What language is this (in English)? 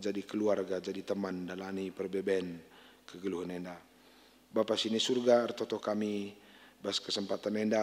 Batak Karo